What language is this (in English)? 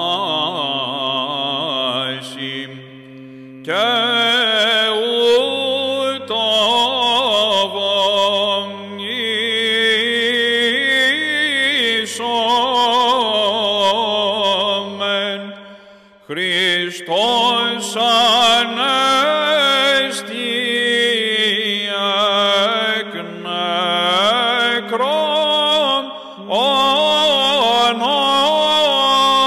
Greek